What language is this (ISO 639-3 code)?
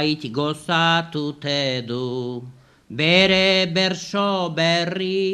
eus